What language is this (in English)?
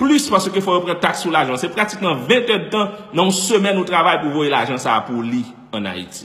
Haitian Creole